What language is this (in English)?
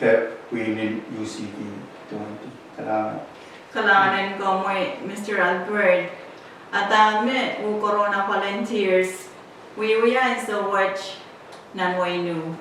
Pohnpeian